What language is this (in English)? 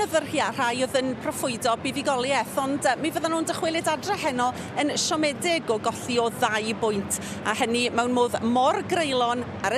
Welsh